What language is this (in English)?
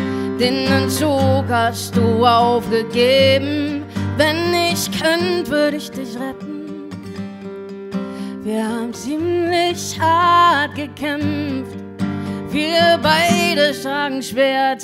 German